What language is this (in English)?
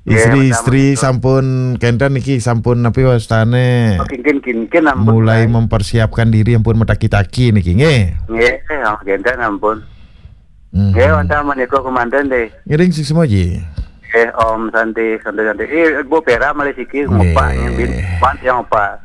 Balinese